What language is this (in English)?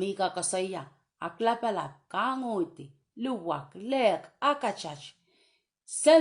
Pohnpeian